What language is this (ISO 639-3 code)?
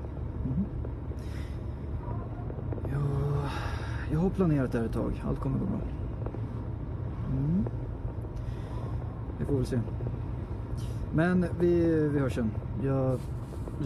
swe